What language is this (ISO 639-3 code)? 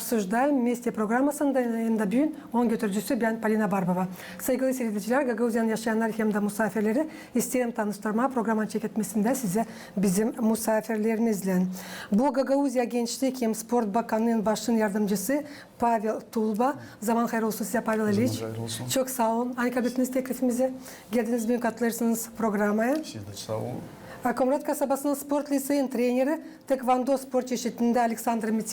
gag